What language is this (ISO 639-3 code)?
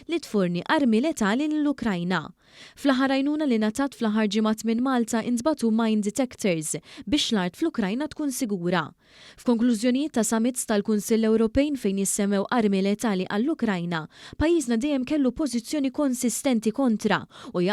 mlt